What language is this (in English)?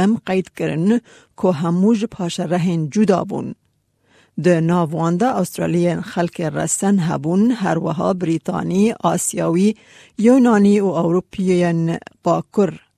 Kurdish